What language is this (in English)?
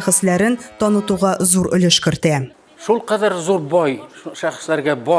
Tatar